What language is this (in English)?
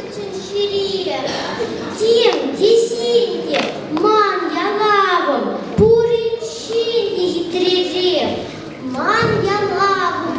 Chuvash